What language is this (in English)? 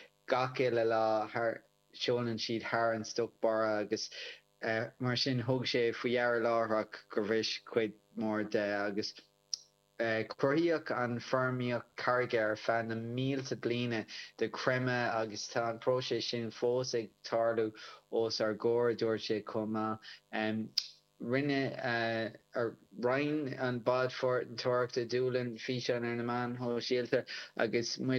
Irish